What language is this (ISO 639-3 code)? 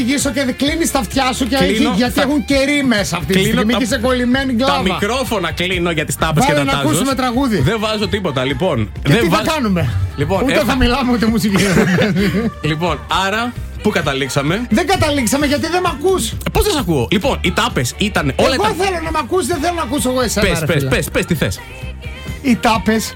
ell